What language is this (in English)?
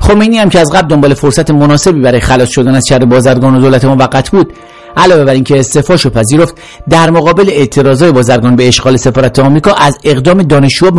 Persian